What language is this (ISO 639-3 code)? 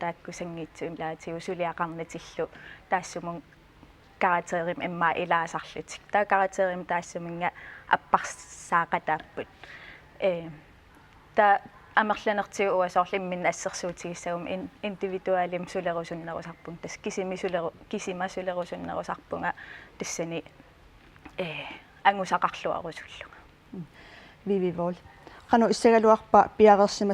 kal